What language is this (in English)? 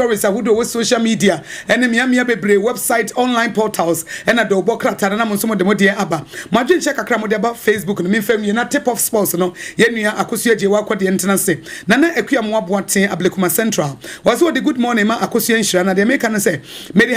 Akan